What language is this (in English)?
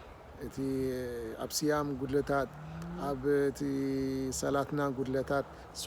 Tigrinya